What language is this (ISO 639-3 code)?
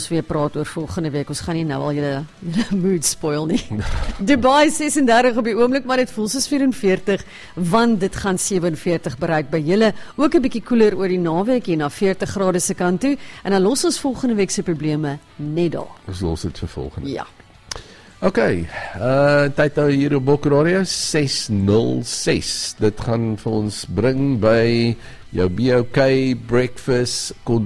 afr